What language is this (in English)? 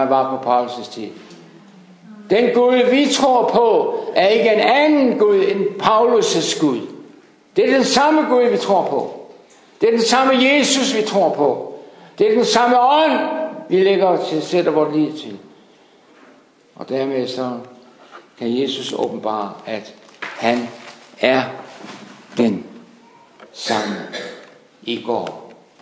Danish